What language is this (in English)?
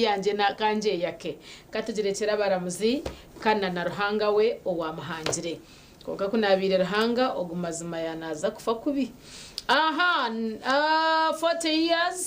Nyankole